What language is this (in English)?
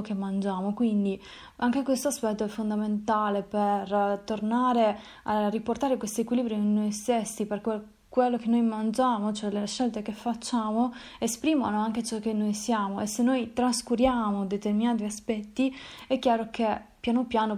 Italian